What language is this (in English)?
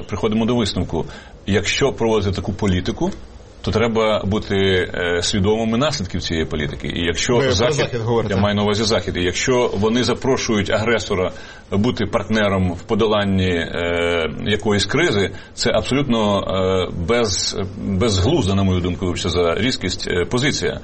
Ukrainian